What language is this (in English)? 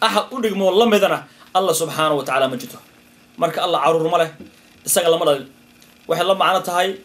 Somali